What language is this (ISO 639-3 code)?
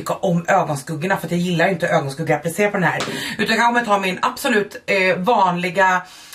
swe